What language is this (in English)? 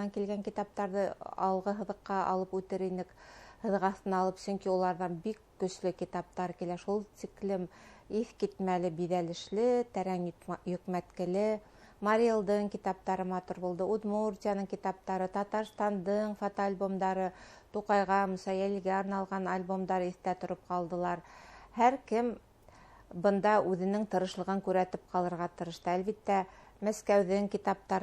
Bashkir